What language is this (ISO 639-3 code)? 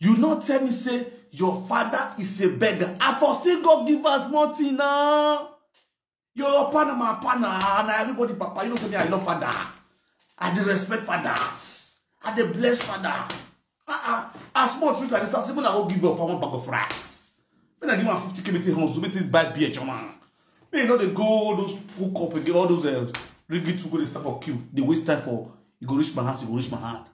pcm